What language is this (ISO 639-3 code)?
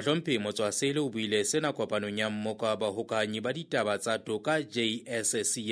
sot